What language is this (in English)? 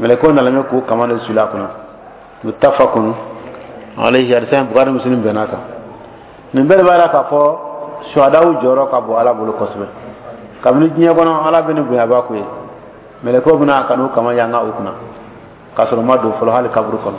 Dyula